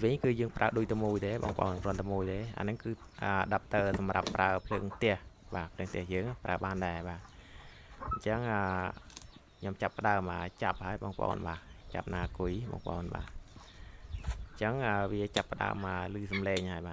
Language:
Khmer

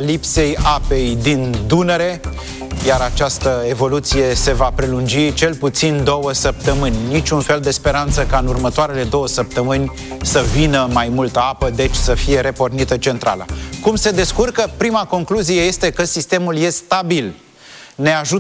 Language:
Romanian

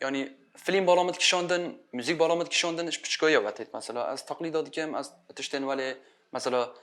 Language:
Kurdish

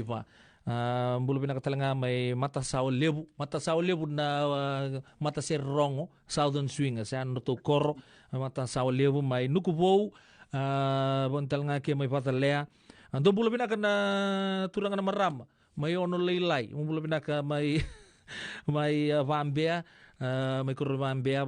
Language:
Fijian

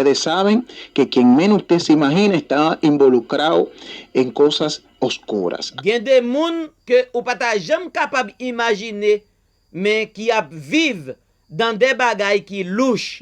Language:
Haitian Creole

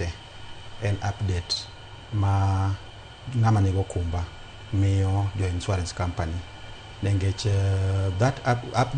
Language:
Luo (Kenya and Tanzania)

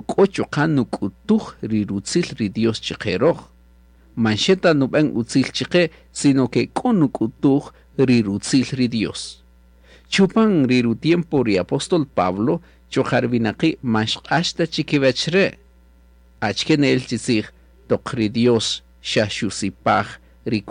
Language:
Kaqchikel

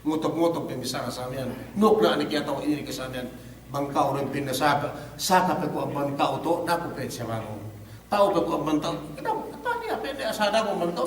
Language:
Yakan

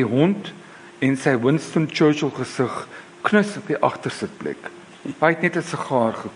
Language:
Afrikaans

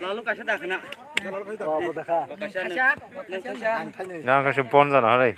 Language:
Kok Borok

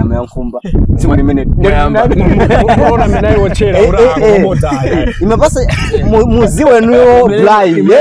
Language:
Nyanja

